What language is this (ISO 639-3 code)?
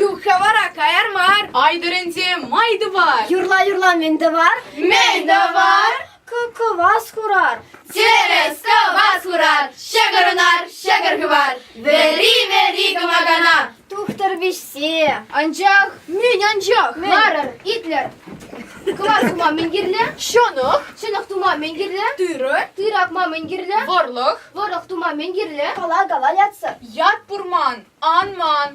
chv